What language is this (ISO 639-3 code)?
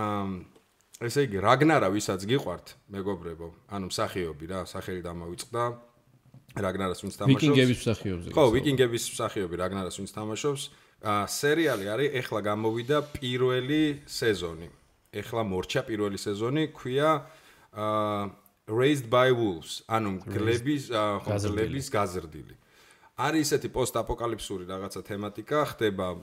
kat